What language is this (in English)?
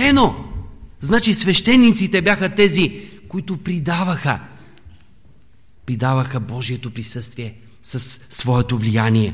Bulgarian